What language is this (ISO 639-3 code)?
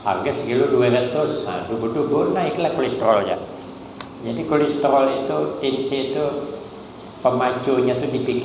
bjn